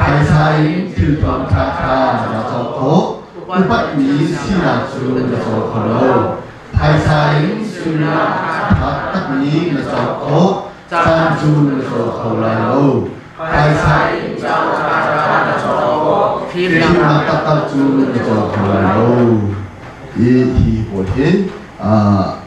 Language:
Hakha Chin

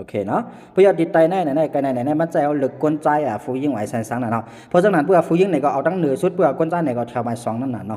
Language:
Shan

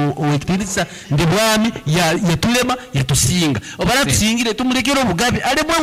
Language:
Nyankole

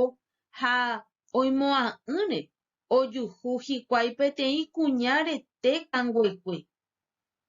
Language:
Guarani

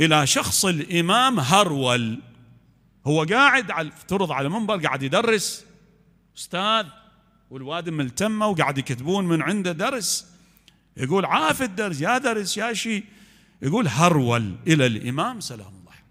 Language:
Mesopotamian Arabic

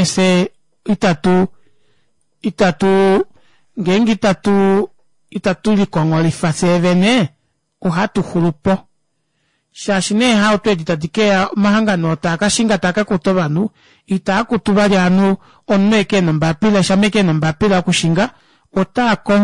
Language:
Kuanyama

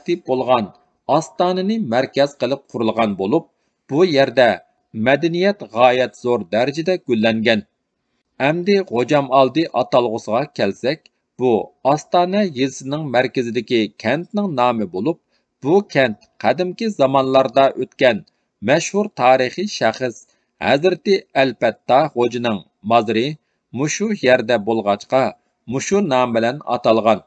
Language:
Uyghur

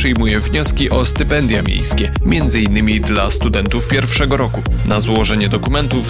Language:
Polish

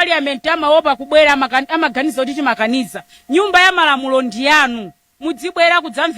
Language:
Nyanja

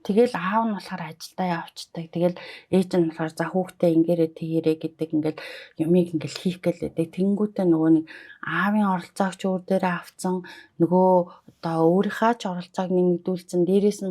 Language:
Mongolian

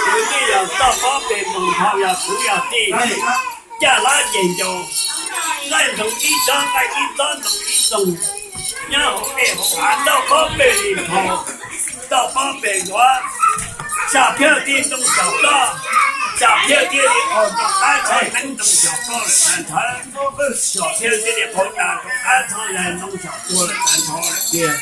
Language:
Hmong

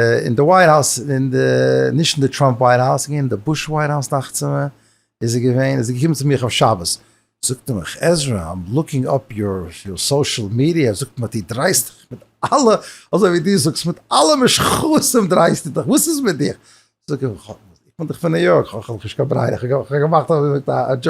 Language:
Yiddish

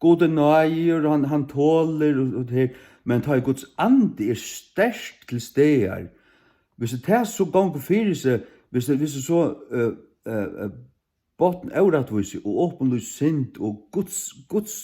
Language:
Faroese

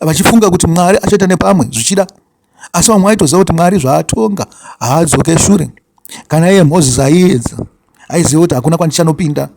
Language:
Shona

